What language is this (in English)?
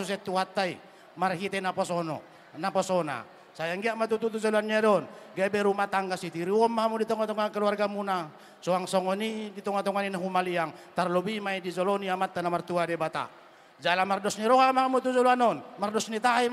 Batak Toba